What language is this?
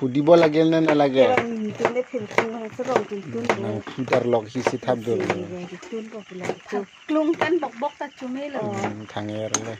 Karbi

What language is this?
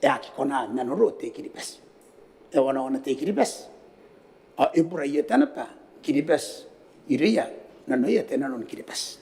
Gilbertese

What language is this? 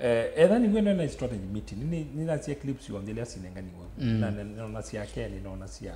Kamba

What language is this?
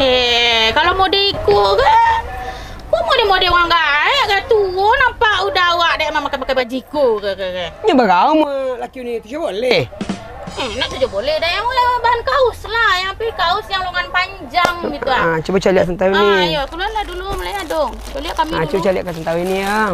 Minangkabau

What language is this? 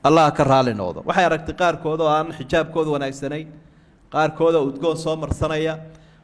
Somali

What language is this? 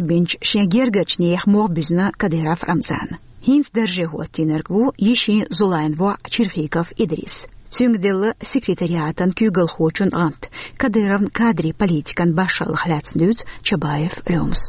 Chechen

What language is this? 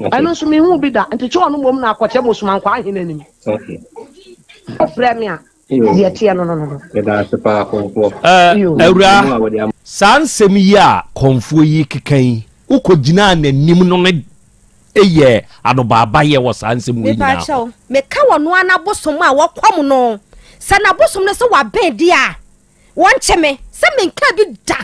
Akan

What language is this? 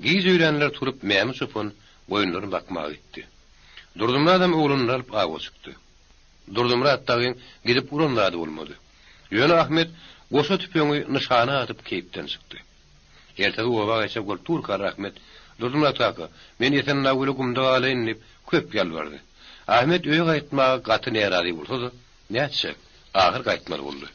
Turkmen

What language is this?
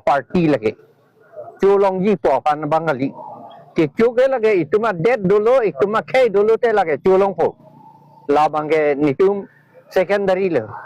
Karbi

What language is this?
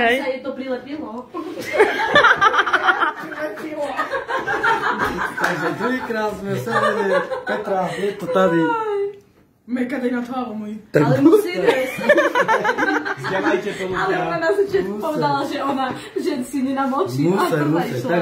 Slovak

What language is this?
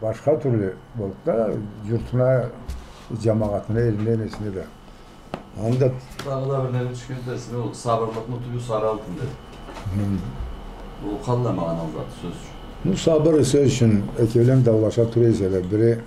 Karachay-Balkar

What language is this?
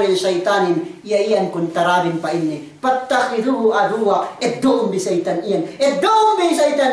Yakan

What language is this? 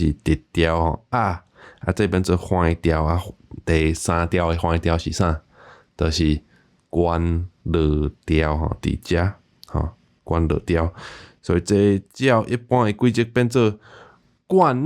Min Nan Chinese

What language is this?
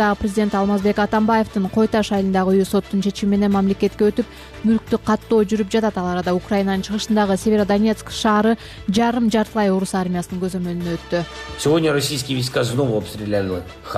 Kyrgyz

